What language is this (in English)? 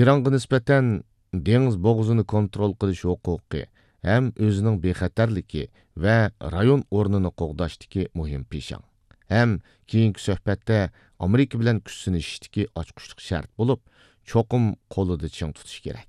Uyghur